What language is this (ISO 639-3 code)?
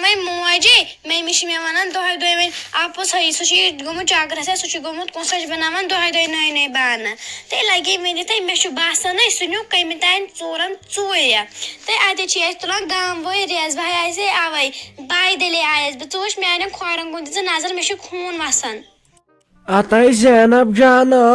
kas